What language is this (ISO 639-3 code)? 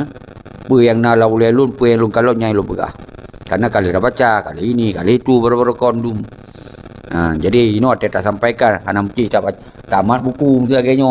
ace